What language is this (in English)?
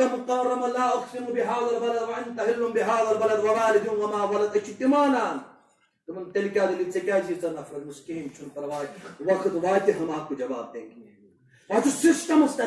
Kashmiri